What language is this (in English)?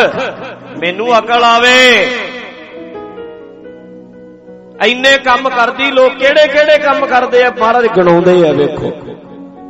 Punjabi